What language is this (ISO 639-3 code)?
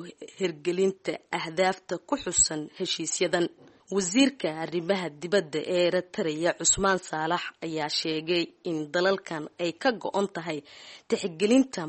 som